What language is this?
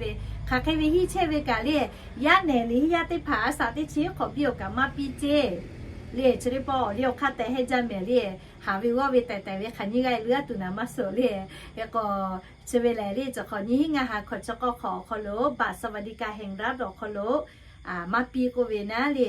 Lahu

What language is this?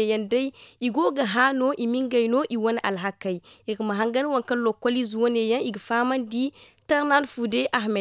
Zarma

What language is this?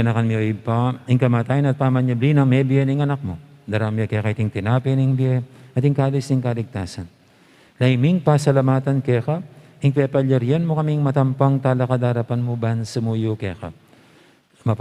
Pampanga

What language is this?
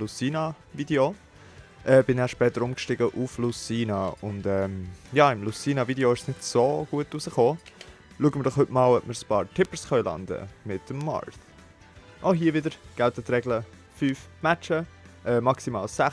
Swiss German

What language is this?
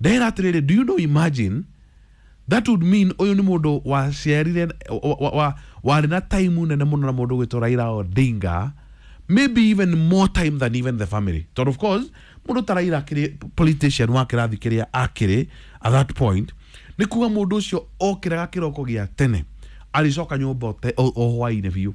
Kikuyu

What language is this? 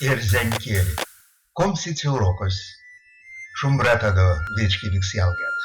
Erzya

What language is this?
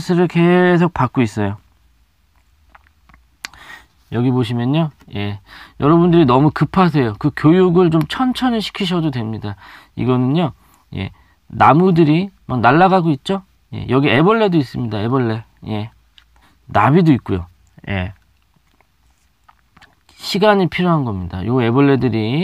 Korean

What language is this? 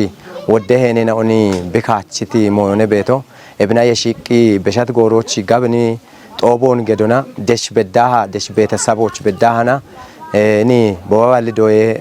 Kafa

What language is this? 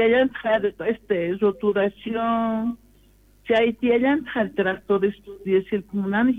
South Bolivian Quechua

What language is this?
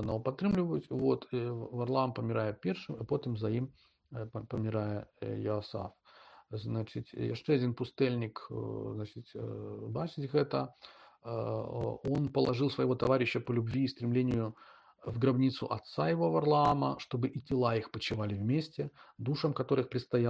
Belarusian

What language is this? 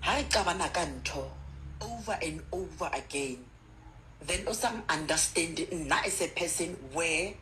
Southern Sotho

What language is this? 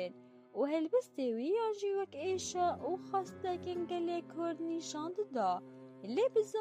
Kurdish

